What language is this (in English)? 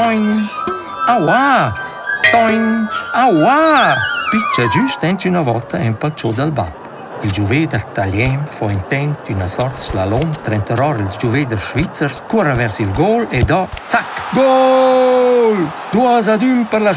Romansh